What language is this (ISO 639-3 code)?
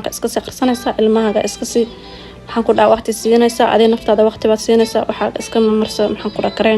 som